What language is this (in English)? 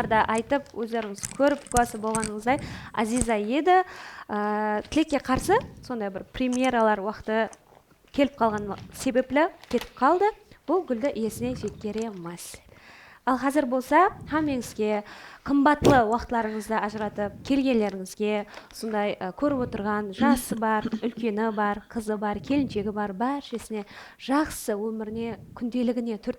Kara-Kalpak